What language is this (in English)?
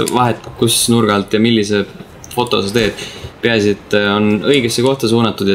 Estonian